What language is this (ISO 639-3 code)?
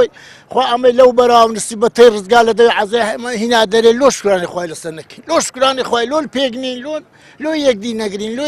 ckb